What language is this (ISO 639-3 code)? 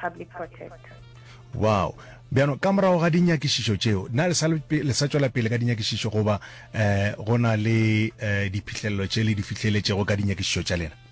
nso